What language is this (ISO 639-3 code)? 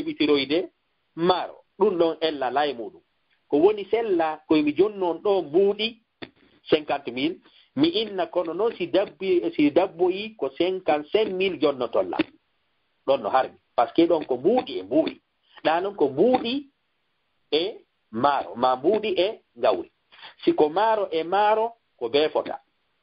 ful